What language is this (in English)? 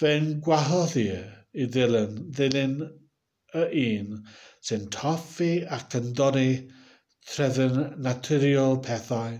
Welsh